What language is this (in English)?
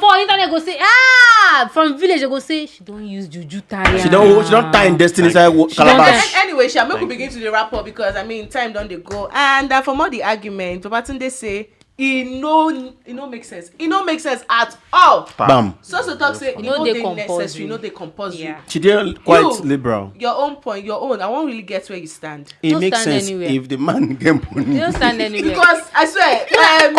Nigerian Pidgin